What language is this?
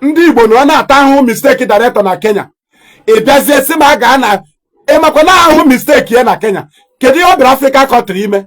Igbo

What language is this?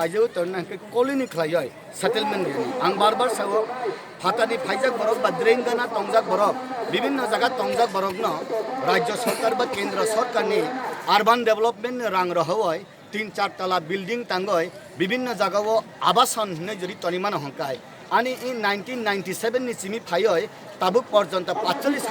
Riang (India)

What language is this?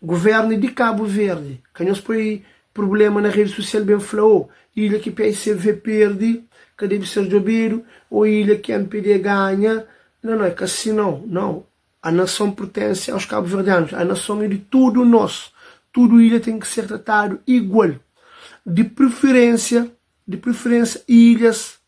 Kabuverdianu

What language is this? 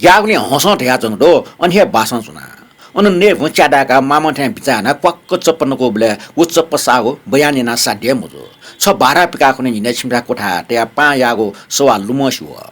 Newari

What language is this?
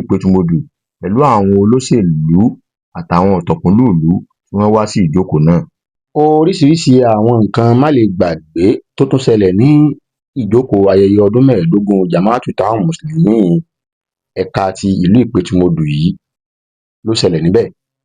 Yoruba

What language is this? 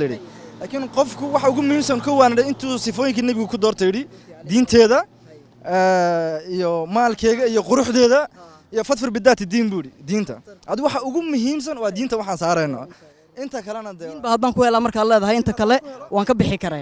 Somali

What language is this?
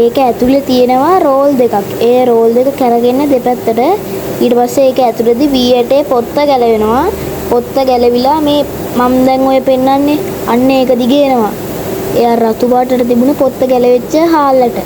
Sinhala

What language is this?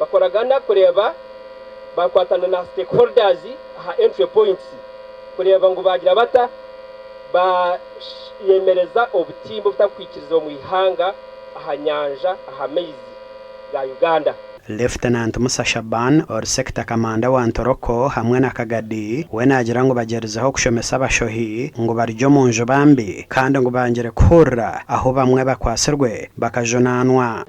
Nyankole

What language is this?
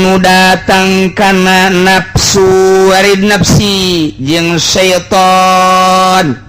Sundanese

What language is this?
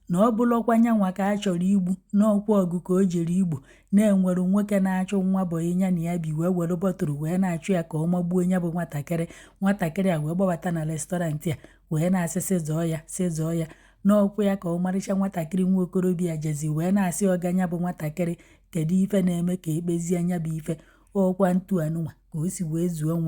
Igbo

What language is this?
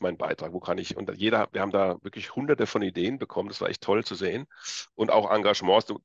German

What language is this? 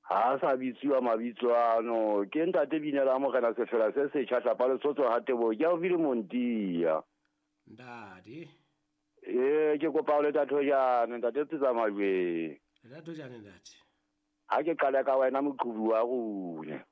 Southern Sotho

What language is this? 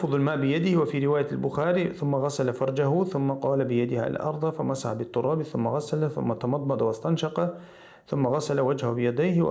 Chechen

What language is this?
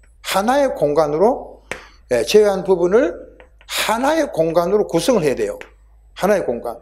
Korean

